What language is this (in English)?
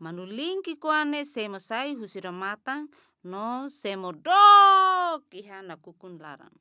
Tetum